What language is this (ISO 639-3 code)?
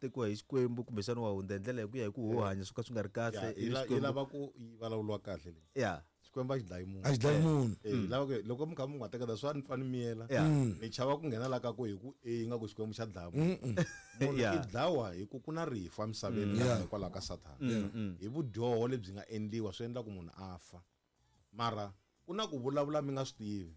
tso